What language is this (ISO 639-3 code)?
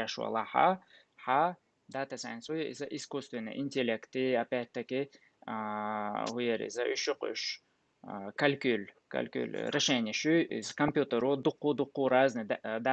che